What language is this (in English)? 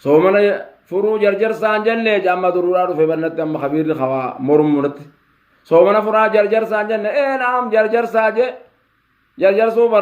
Oromo